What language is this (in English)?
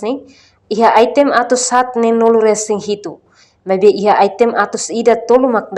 Tetum